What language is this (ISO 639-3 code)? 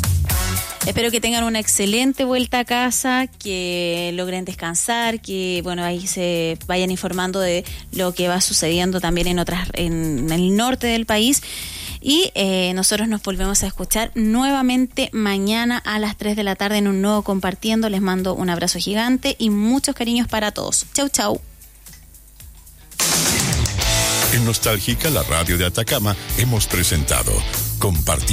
spa